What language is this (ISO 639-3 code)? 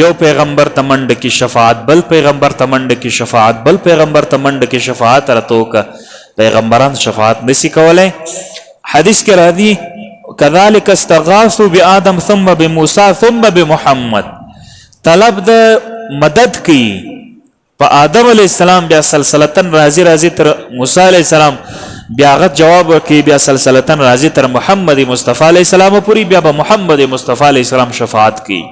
pus